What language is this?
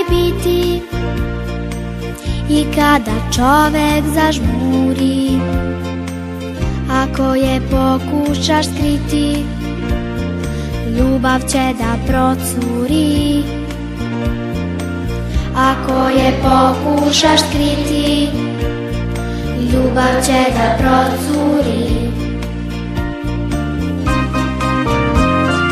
Serbian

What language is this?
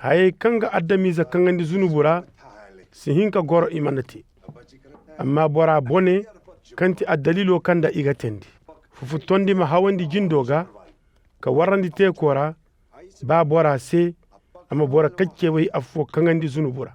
Zarma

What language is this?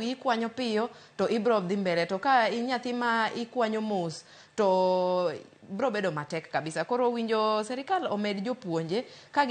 Luo (Kenya and Tanzania)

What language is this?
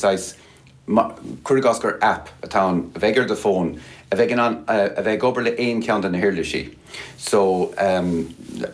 Irish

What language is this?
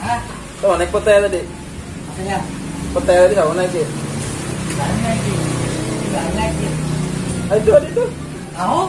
Banjar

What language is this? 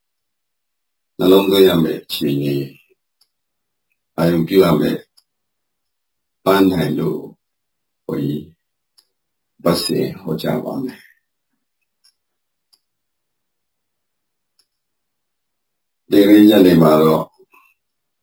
Burmese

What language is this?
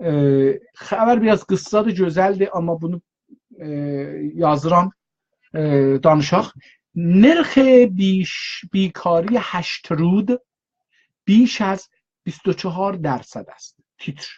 South Azerbaijani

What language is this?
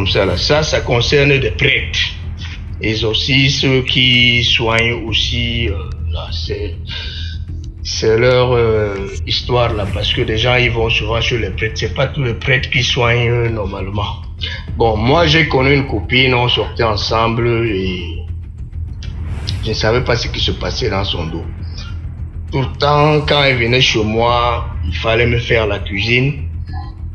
French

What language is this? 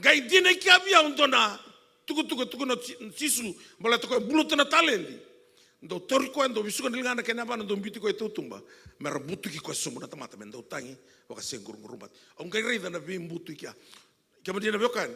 Fijian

